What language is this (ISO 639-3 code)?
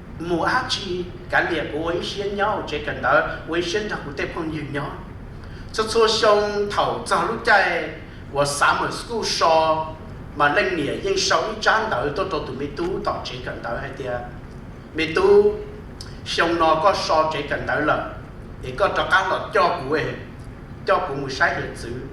hmn